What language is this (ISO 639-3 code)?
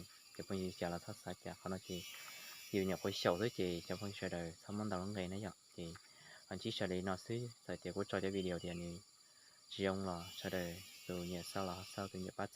hmn